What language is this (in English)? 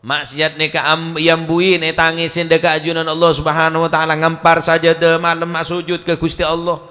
Madurese